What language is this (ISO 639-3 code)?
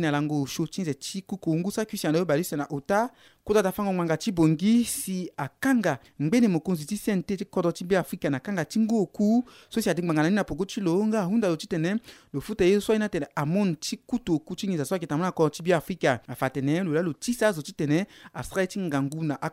sag